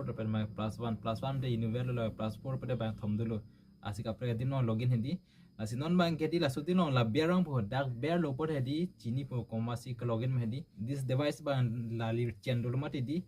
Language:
Karbi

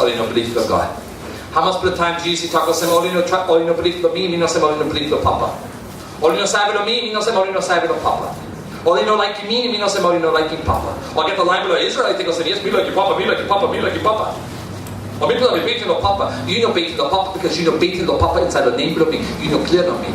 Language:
Tok Pisin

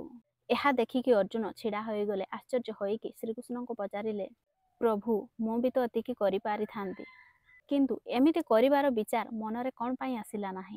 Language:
Odia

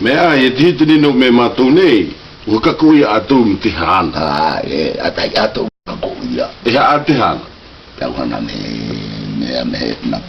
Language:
South Marquesan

